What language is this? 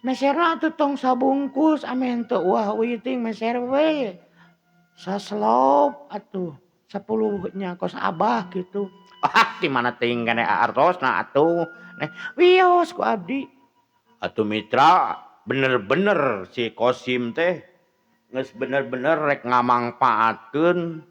Sundanese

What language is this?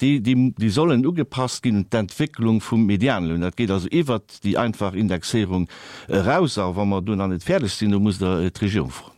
Luxembourgish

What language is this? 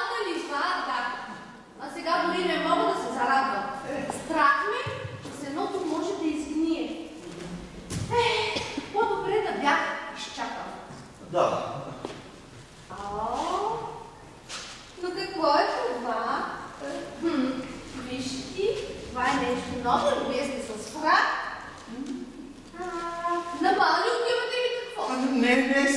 Bulgarian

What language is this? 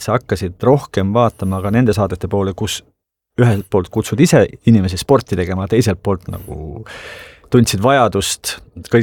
Estonian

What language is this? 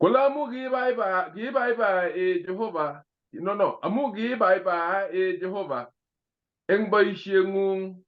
Kalenjin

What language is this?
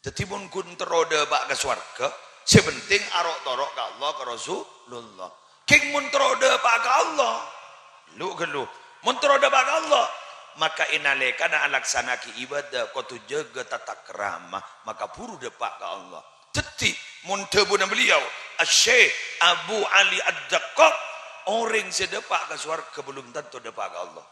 Madurese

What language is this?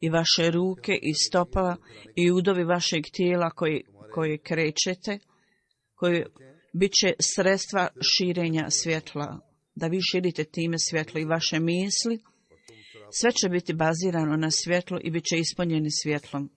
Bosnian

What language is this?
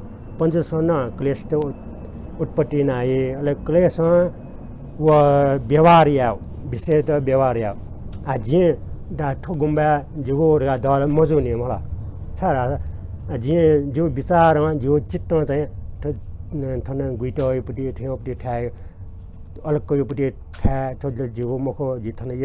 Newari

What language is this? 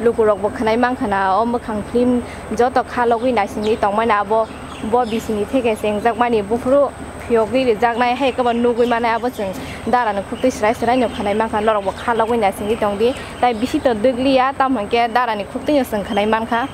Kok Borok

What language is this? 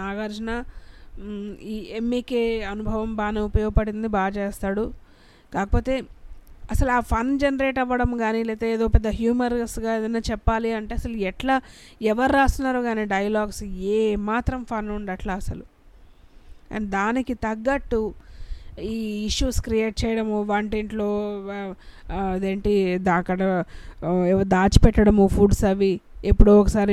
Telugu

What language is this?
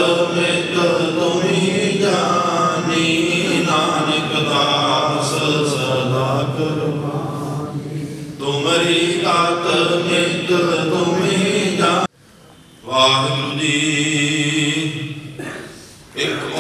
Punjabi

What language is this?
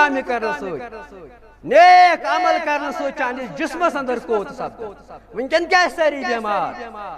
Kashmiri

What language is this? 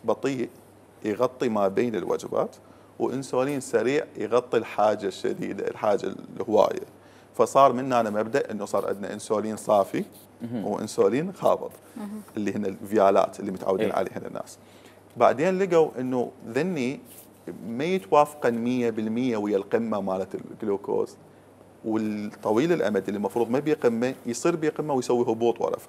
Mesopotamian Arabic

